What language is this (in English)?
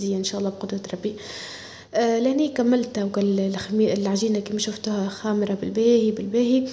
Tunisian Arabic